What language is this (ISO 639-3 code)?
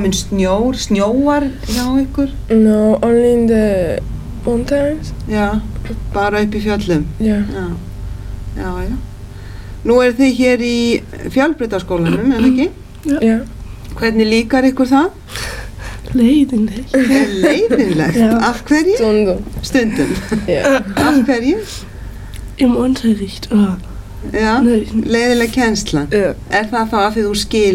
isl